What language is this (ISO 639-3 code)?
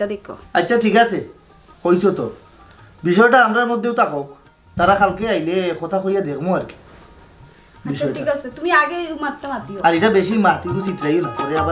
syl